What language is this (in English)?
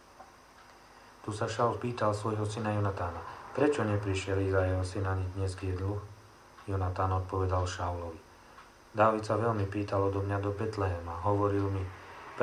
Slovak